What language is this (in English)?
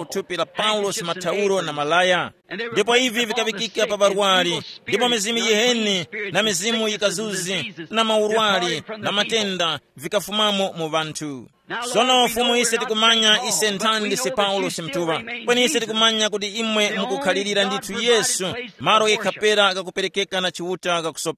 Tumbuka